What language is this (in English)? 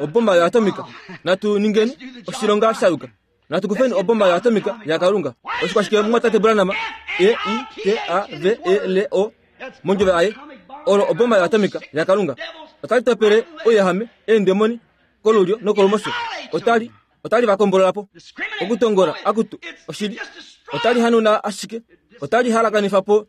Kuanyama